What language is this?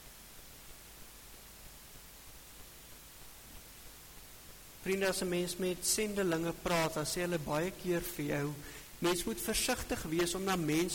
Afrikaans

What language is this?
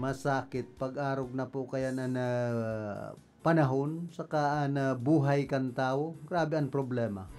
Bikol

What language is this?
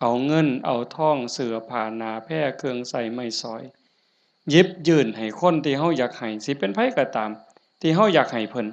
Northeastern Thai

